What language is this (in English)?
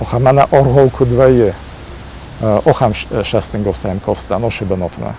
Ossetic